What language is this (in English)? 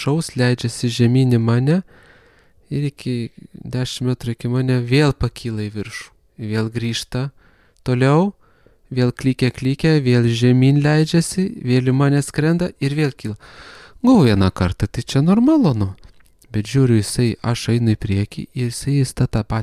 Lithuanian